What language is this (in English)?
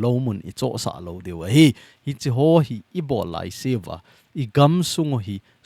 Thado Chin